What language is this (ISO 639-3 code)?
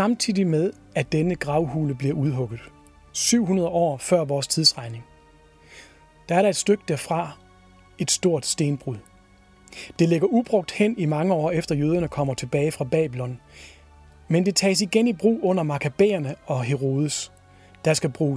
dan